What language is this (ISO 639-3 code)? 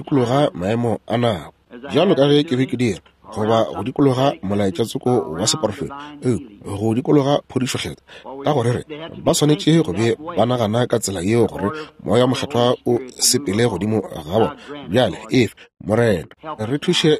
nso